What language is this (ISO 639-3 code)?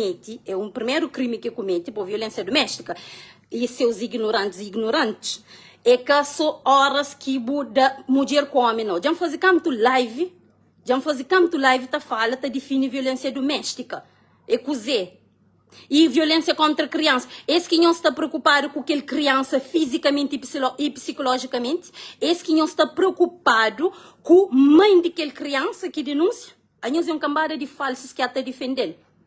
kea